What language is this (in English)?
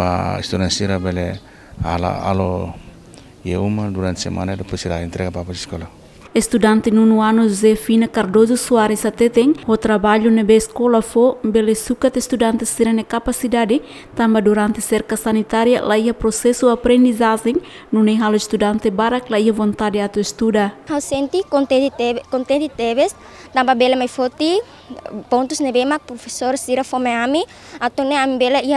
Tetum